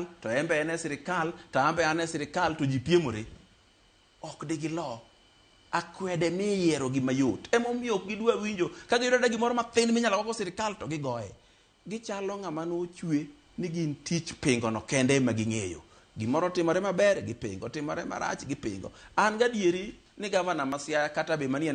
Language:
Luo (Kenya and Tanzania)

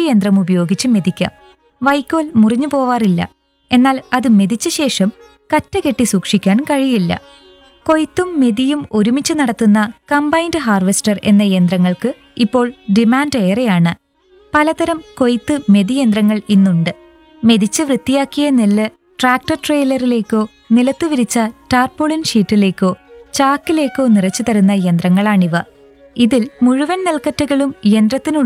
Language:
Malayalam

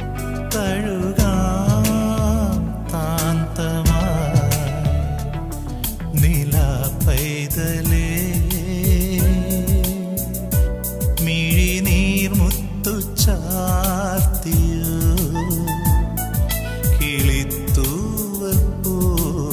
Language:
Malayalam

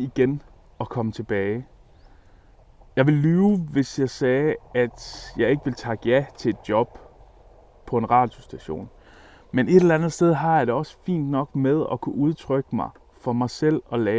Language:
Danish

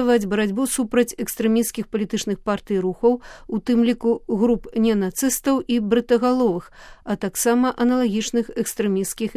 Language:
Belarusian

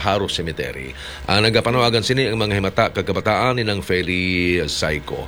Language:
Hiligaynon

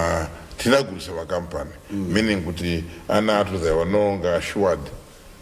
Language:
Nyanja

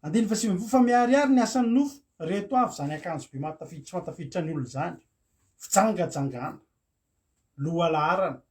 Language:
Malagasy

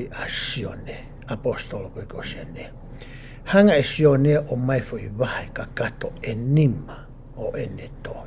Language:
Tongan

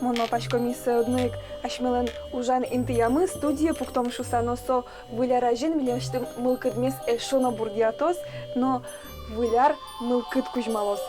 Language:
Udmurt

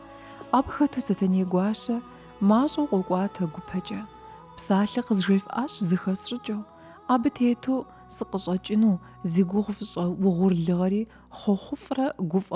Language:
Kabardian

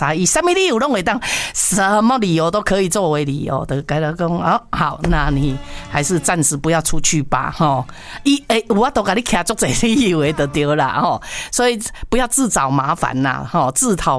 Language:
Chinese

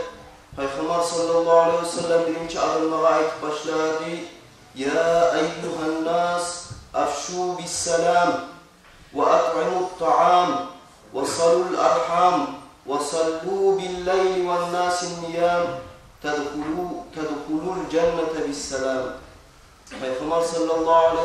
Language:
Kumyk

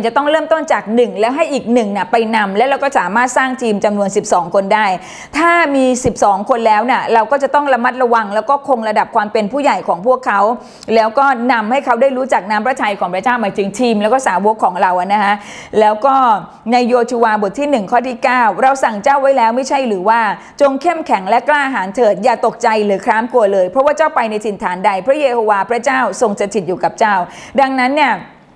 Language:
Thai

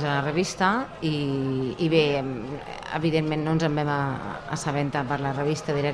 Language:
Catalan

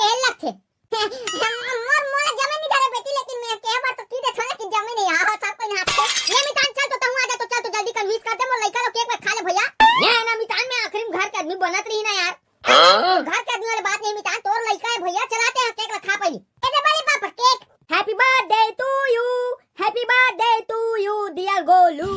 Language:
Chhattisgarhi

